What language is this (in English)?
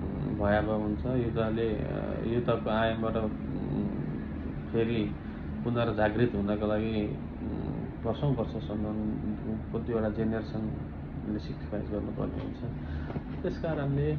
Nepali